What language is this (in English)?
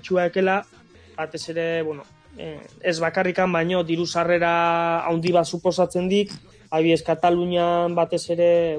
Basque